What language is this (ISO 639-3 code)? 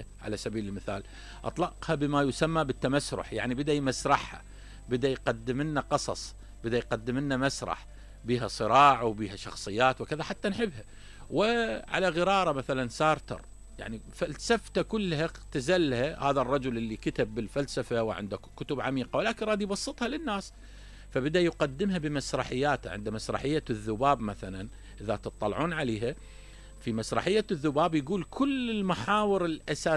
acm